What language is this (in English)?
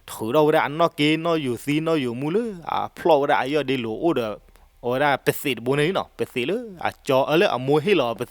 S'gaw Karen